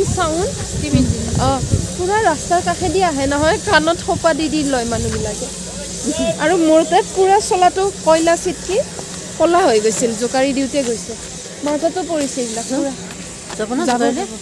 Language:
Assamese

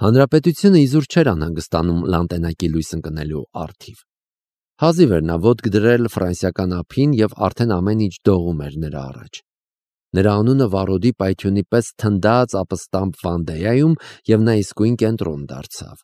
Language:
Armenian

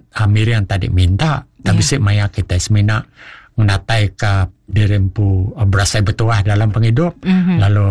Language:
Iban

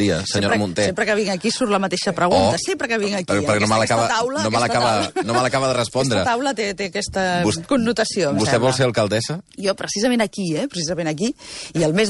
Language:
Catalan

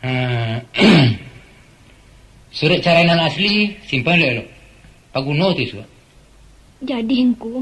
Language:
Minangkabau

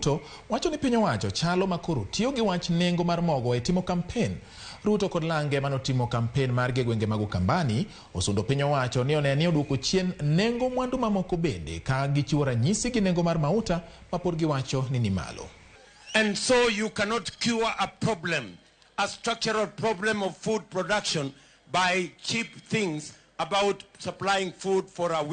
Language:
Luo (Kenya and Tanzania)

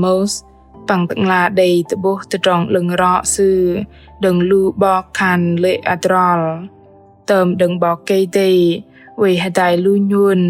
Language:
Bahnar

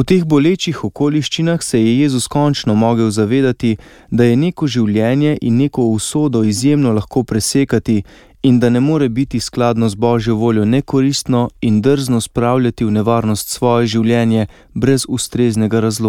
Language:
Slovenian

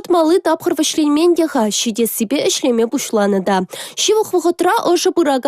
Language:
Chuvash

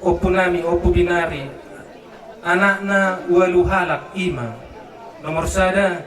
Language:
Batak Toba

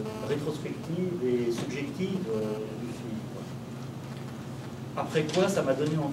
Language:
French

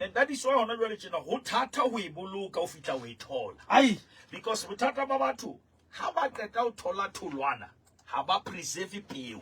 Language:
Southern Sotho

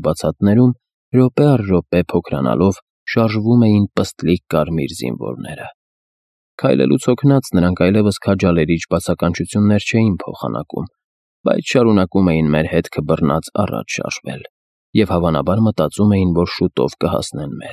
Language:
Armenian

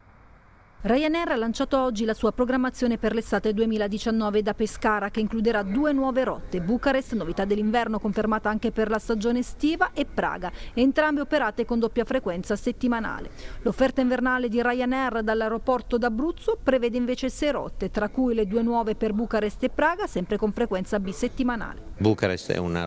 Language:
Italian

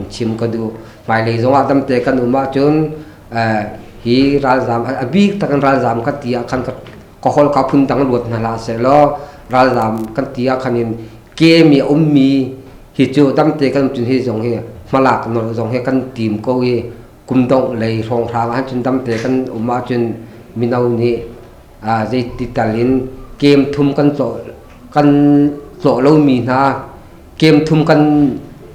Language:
Hakha Chin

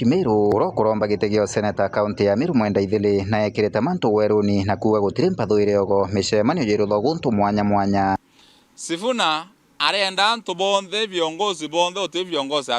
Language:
Meru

